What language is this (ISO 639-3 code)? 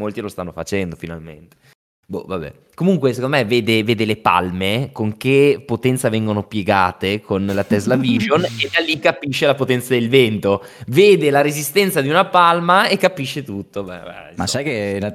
ita